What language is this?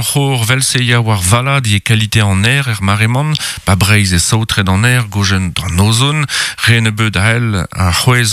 Breton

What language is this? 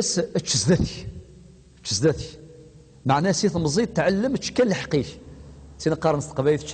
Kabyle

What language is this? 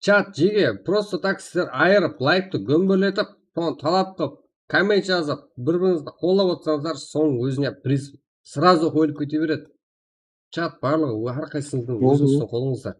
Kara-Kalpak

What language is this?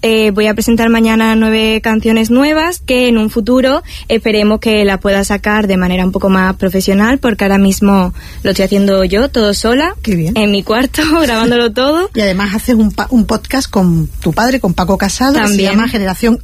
Spanish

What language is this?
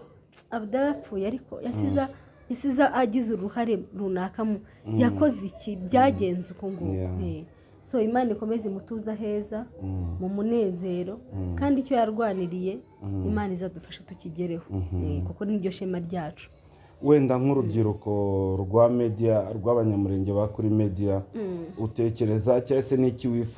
Kinyarwanda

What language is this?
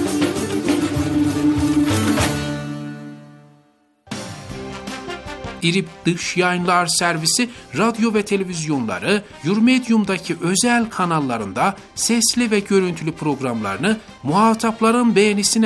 Turkish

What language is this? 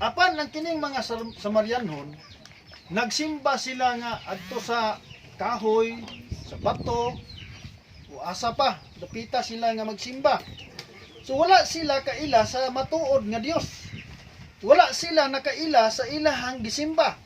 Cebuano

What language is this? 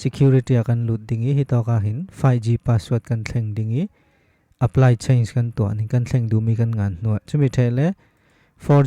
Falam Chin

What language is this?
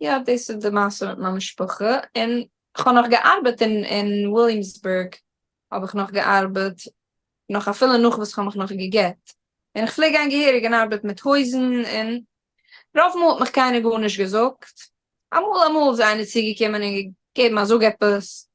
Yiddish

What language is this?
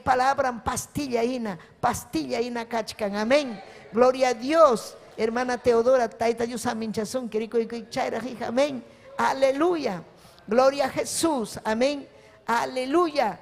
Ayacucho Quechua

